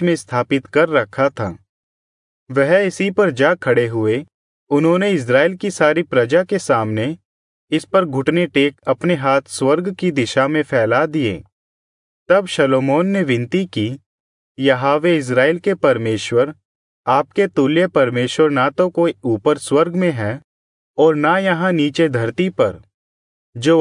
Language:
Hindi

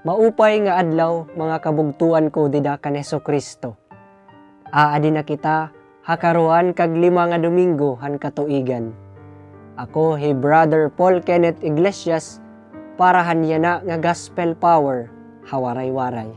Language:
Waray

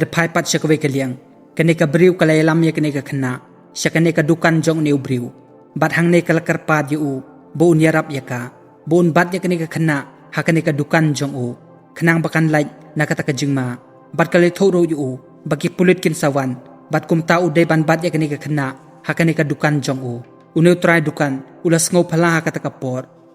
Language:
Khasi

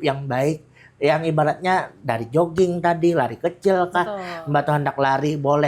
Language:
Banjar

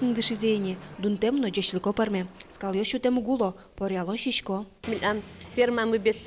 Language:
Udmurt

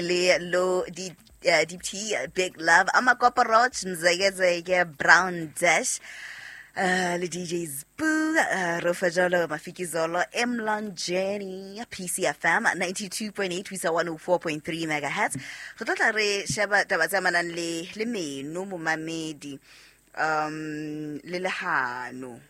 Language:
Southern Sotho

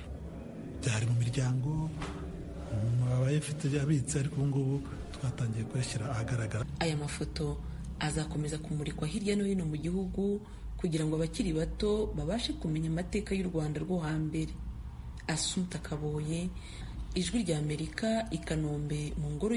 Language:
Kinyarwanda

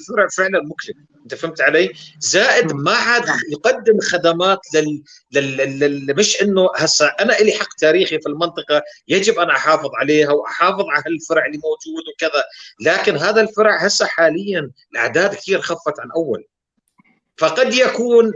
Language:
North Levantine Arabic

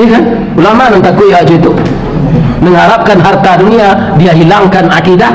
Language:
Minangkabau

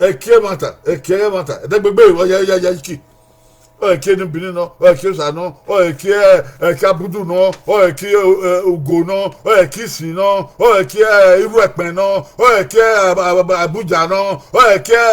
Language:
Bini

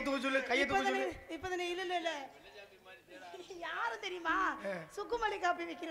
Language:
Tamil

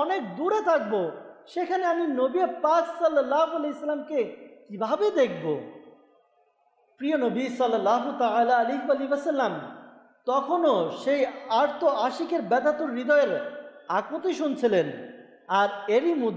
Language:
Bangla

